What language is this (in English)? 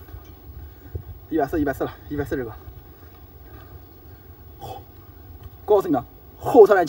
Chinese